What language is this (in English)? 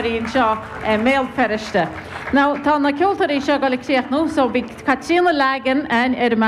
Irish